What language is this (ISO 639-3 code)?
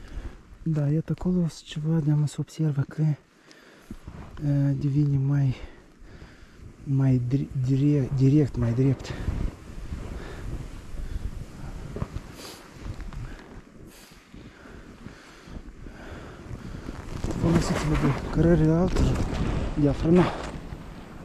ron